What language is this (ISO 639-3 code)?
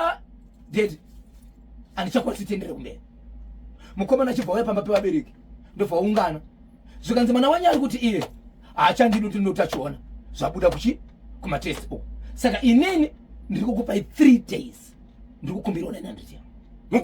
sna